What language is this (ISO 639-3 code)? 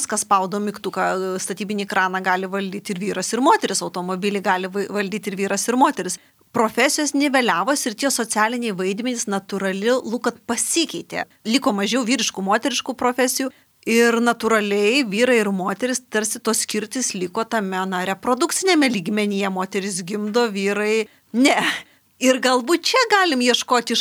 lit